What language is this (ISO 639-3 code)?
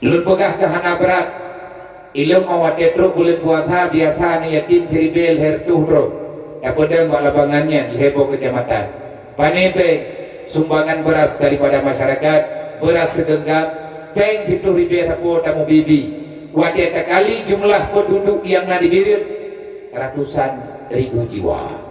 ace